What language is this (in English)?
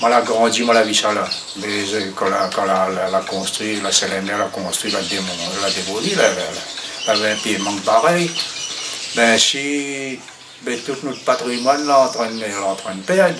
Réunion Creole French